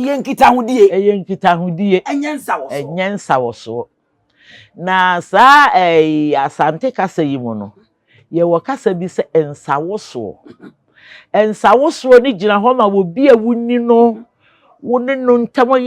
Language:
Akan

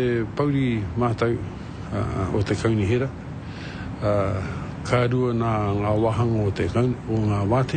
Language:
Māori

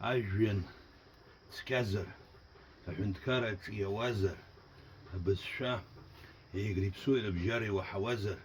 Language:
Abkhazian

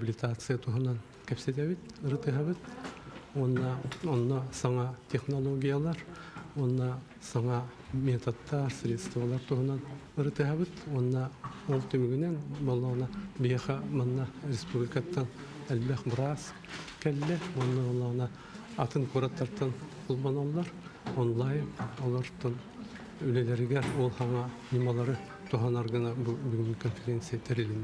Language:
Yakut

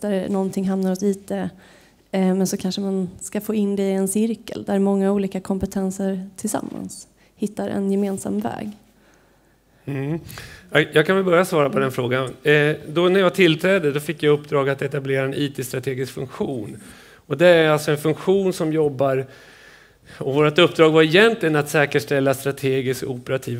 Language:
Swedish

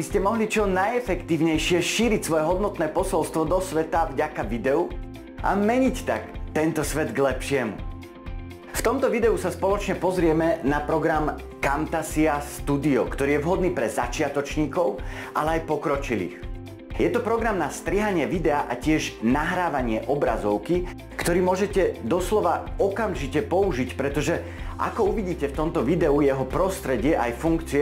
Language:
Slovak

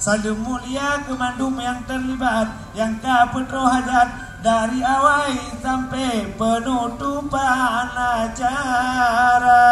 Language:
Achinese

